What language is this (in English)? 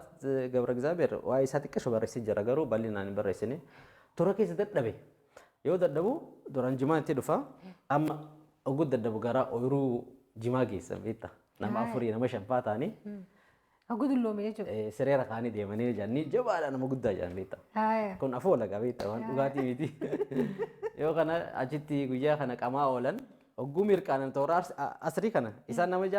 Oromo